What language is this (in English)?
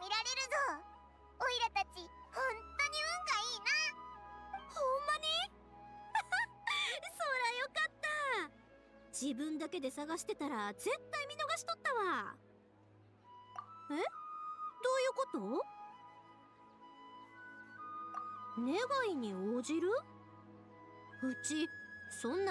Japanese